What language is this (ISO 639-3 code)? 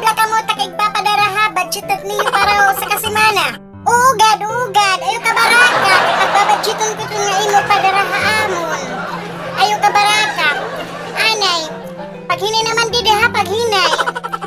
war